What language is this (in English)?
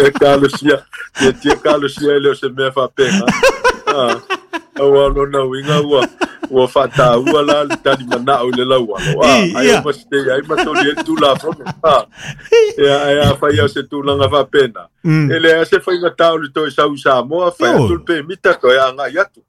Samoan